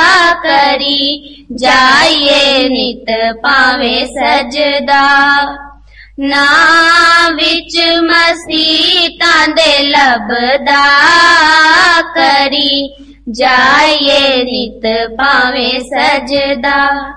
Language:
Kannada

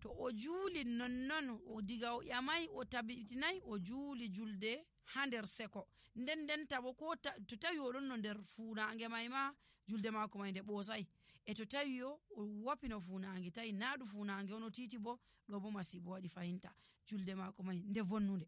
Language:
Nigerian Fulfulde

